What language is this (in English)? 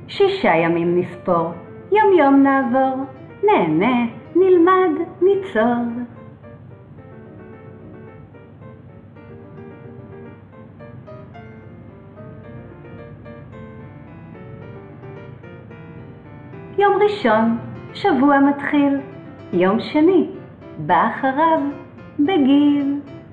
Hebrew